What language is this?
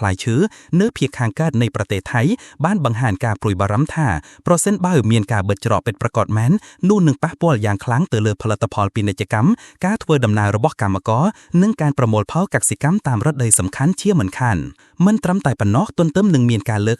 Khmer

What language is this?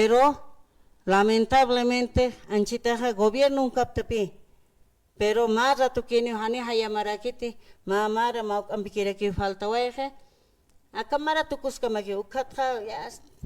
Aymara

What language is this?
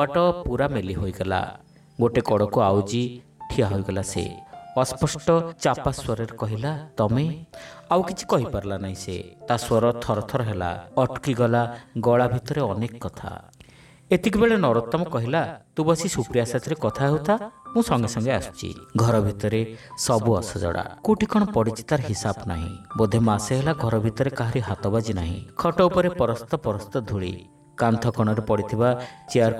Odia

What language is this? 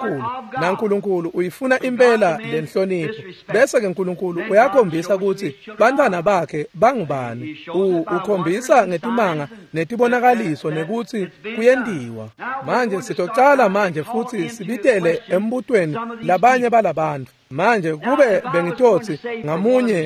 Swati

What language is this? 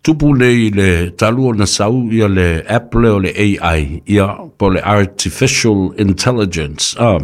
Samoan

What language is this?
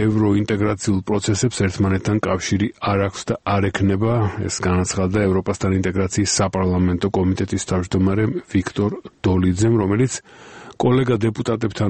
Georgian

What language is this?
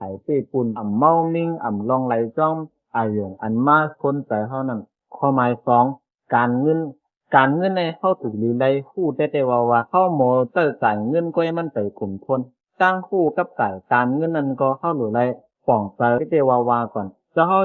Shan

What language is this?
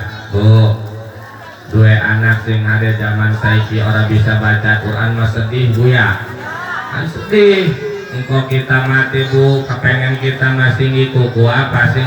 Sundanese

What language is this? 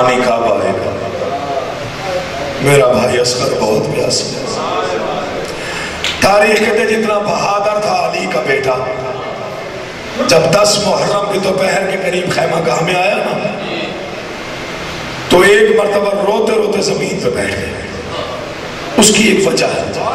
Urdu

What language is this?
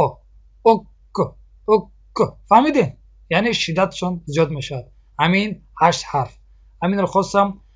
Tajik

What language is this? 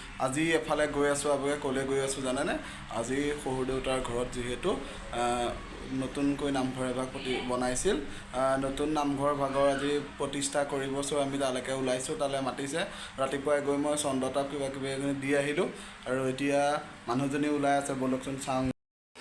Assamese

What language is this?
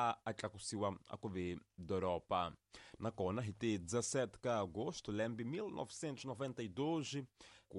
Tsonga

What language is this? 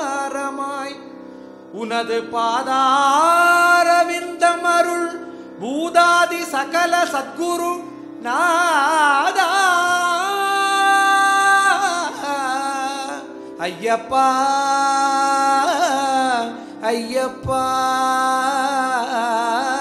Tamil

